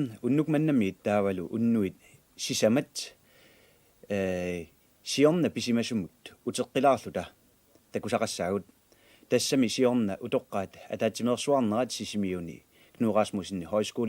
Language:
Kalaallisut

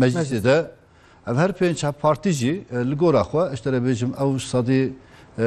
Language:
Kurdish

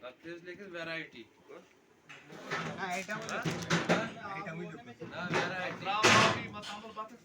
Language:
Kashmiri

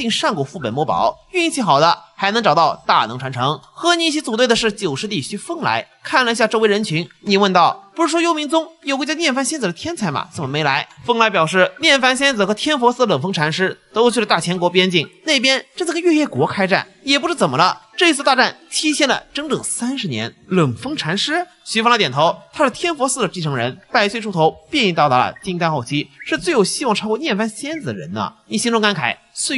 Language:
Chinese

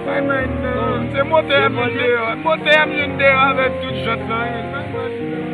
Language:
Haitian Creole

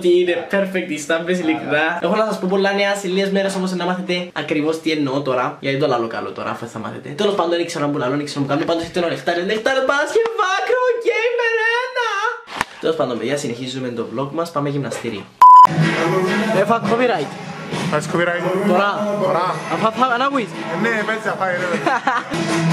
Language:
Greek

